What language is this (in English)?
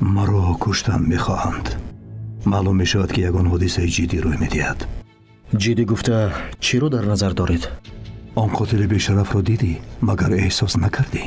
Tajik